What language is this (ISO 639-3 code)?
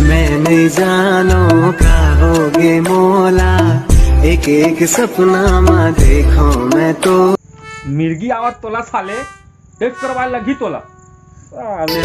hne